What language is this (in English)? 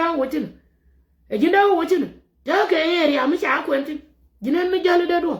Nuer